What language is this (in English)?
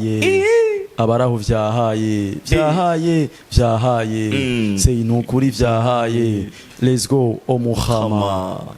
Rundi